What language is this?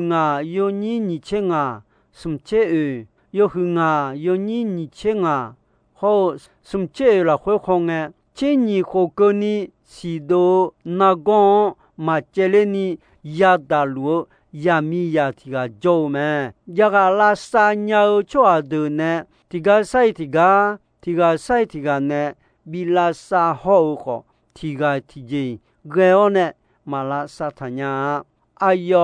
Akha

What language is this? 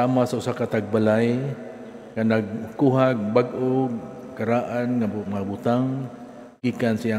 Cebuano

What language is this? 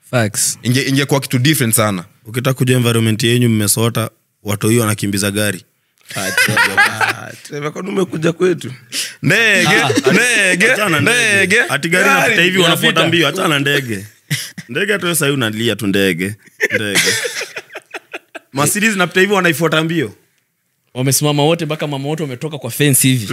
Swahili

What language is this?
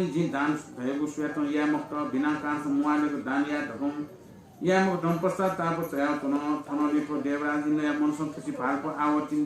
Newari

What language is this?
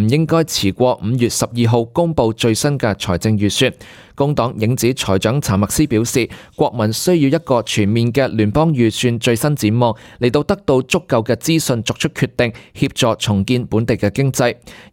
Cantonese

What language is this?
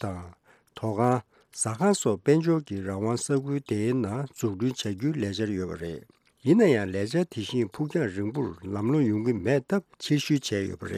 Tibetan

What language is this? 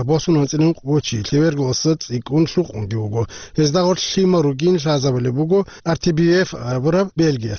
Avaric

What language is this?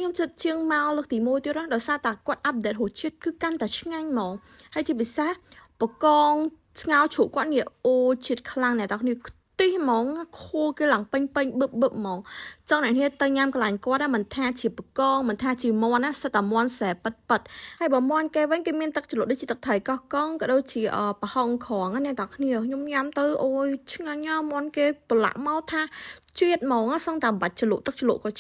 Khmer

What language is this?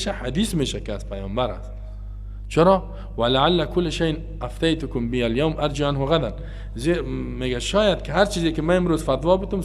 Persian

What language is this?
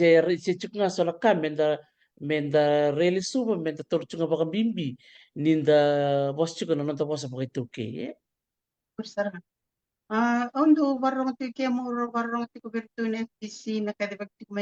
Fijian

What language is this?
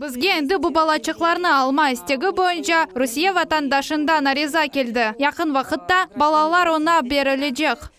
Crimean Tatar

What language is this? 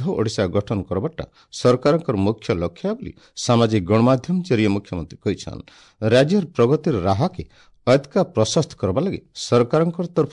Odia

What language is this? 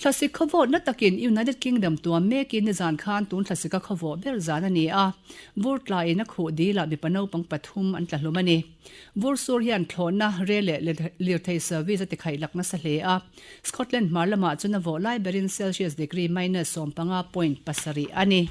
Mizo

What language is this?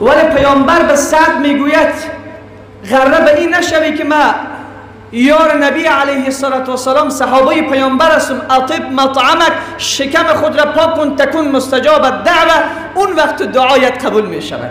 Persian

